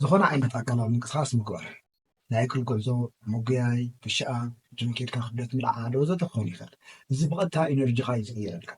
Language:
Tigrinya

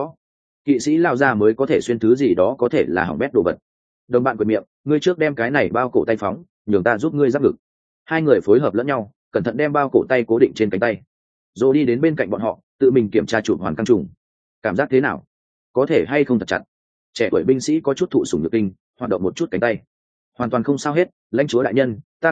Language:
Vietnamese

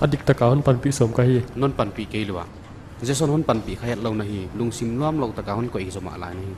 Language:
Paite Chin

